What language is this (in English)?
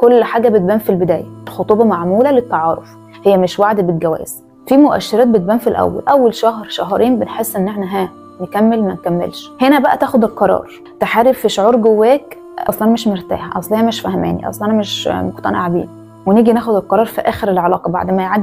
Egyptian Arabic